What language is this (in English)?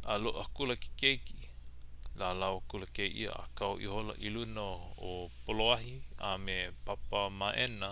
Hawaiian